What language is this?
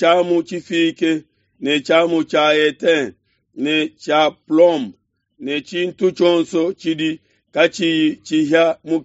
Luba-Lulua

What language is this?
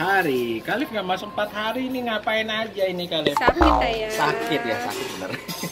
Indonesian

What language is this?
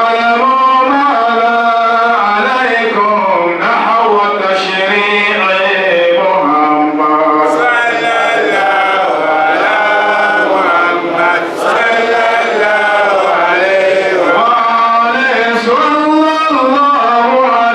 Dagbani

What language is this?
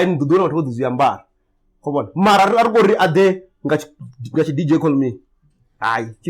Venda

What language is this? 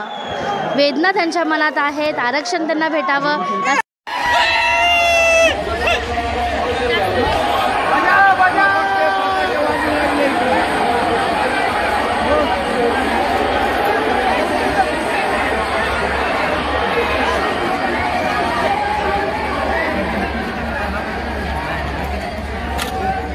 Marathi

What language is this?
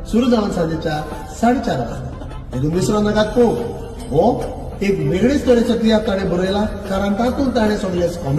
Konkani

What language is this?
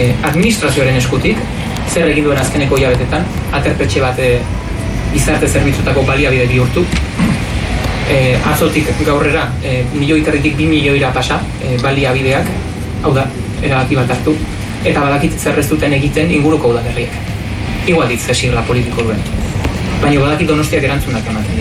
Basque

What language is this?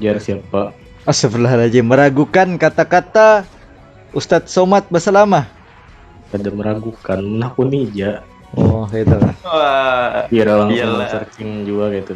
Banjar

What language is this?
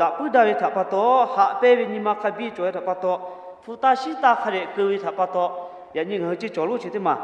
Lahu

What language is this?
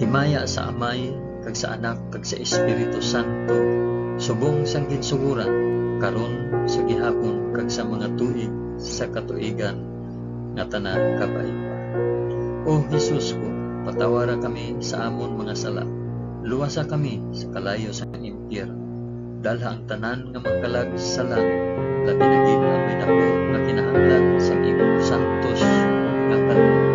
Hiligaynon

